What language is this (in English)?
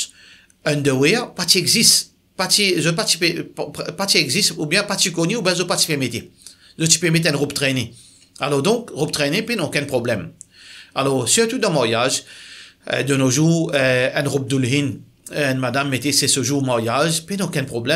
Morisyen